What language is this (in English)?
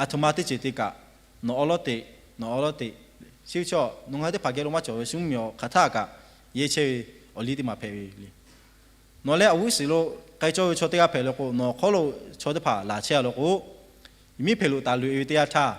Lahu